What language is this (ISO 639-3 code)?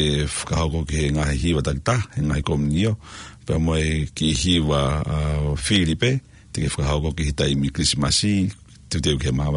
ton